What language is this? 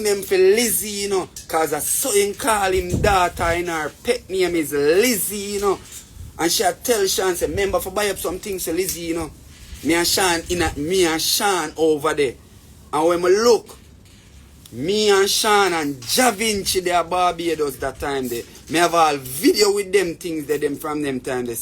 Jamaican Creole English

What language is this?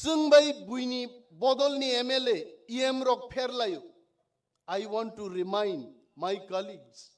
Kok Borok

